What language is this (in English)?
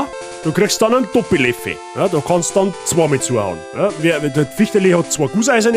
Bavarian